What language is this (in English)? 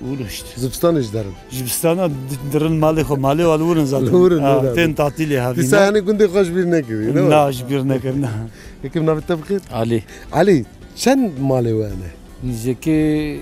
Kurdish